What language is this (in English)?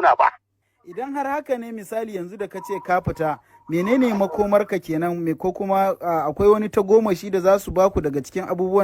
Hausa